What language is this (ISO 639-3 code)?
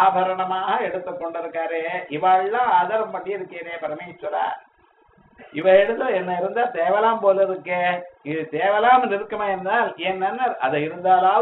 tam